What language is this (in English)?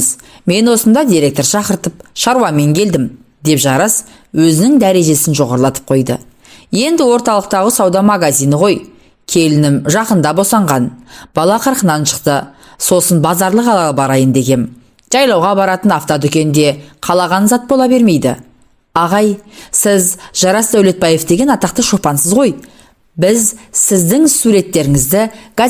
Kazakh